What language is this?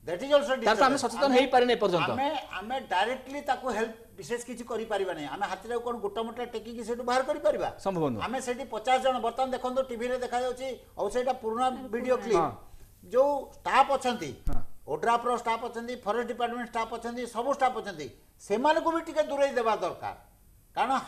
Odia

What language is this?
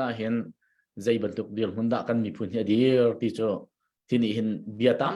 Hakha Chin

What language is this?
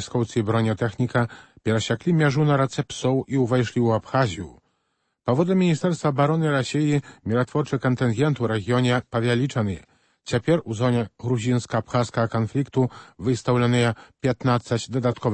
Belarusian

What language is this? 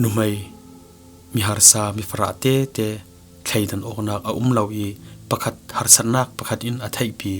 Falam Chin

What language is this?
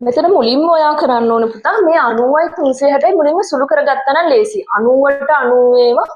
Sinhala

